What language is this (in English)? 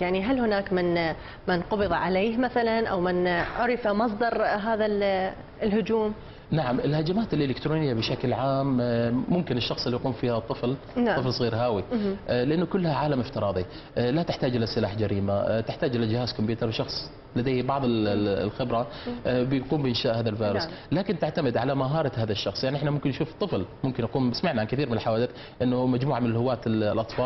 Arabic